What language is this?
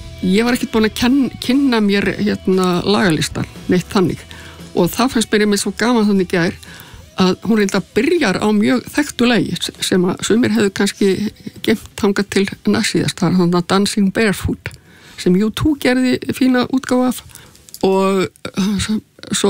Icelandic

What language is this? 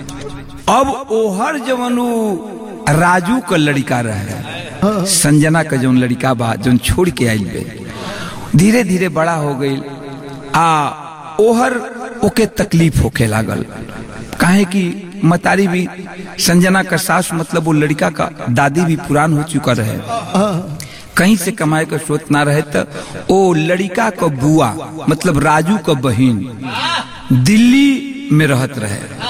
Bhojpuri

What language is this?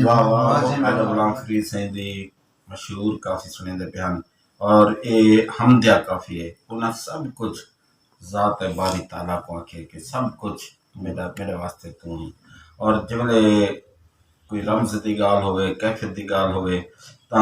Saraiki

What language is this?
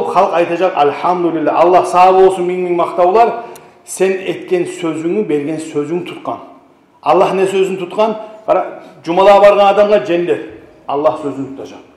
Kumyk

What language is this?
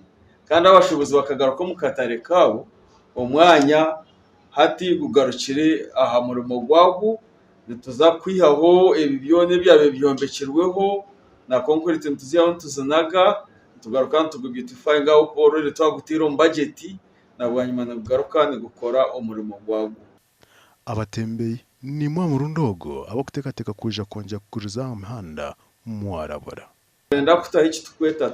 Nyankole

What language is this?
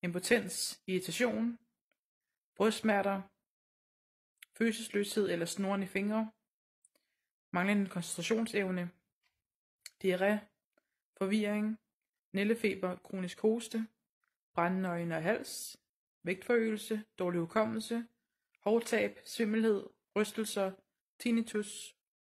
Danish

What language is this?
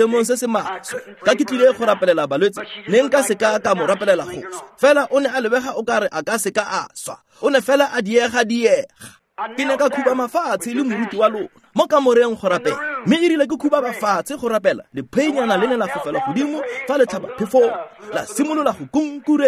Tswana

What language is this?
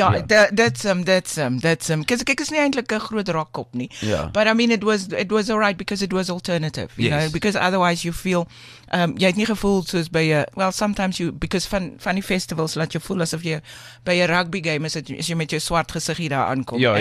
Afrikaans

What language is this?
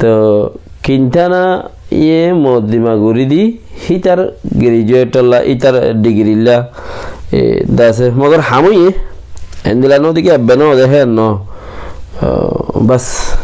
Rohingya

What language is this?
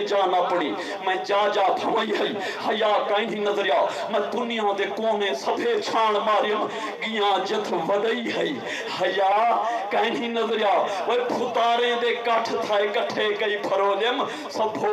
Saraiki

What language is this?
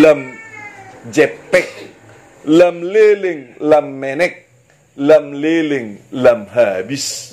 Batak Toba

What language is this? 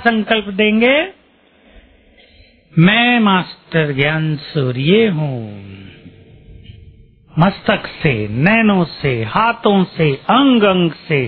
Hindi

